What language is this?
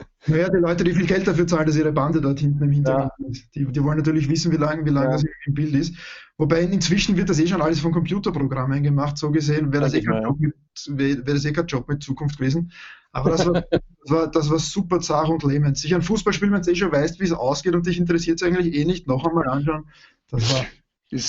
Bavarian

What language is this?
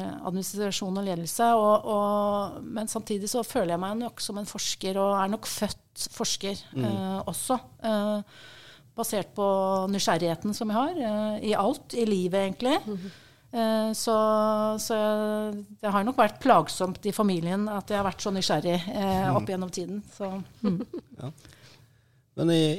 Norwegian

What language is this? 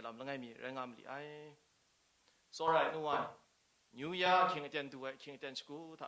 Kachin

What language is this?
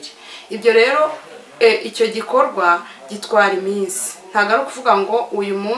Kinyarwanda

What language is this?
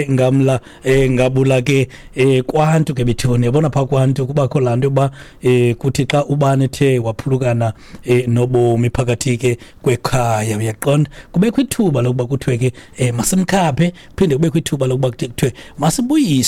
Xhosa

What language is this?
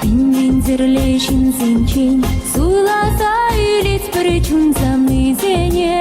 Chuvash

